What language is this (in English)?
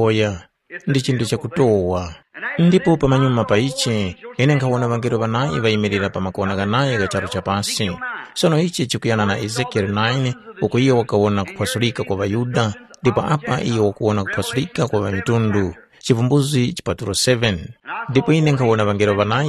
Tumbuka